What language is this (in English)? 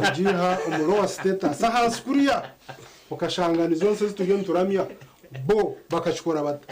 Nyankole